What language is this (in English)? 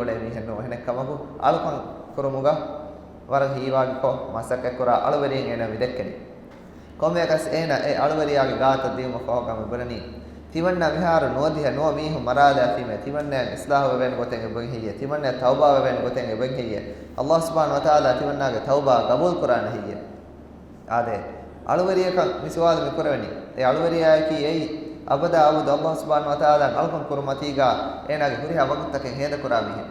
Divehi